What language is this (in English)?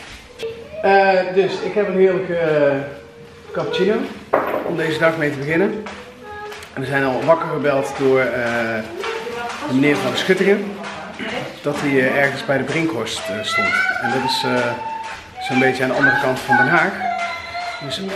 Dutch